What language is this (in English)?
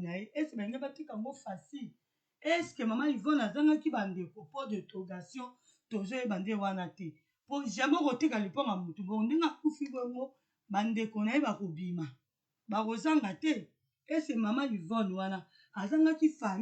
Lingala